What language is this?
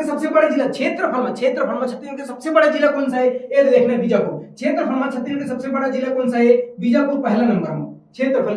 Chhattisgarhi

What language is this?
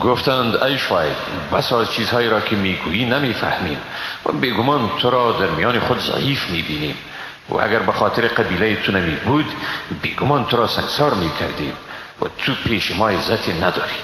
Persian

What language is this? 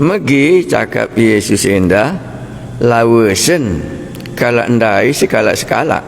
Batak Karo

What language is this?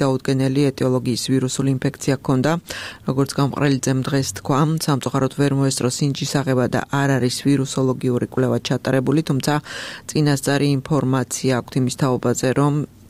Georgian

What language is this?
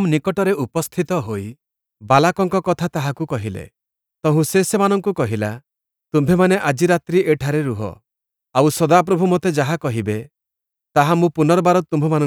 Odia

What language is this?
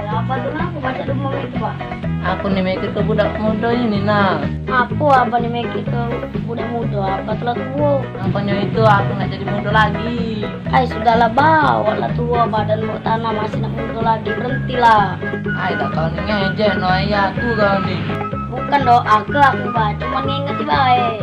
Musi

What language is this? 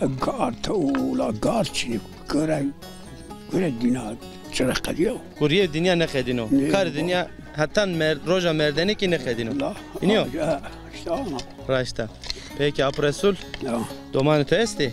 Zaza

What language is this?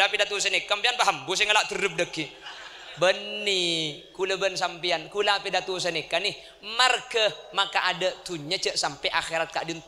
Madurese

